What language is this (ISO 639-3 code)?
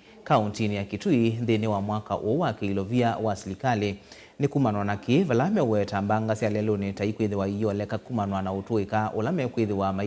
kam